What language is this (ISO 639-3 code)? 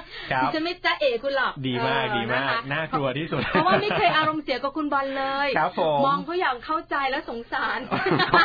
tha